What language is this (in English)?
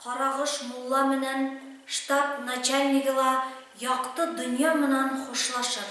Bashkir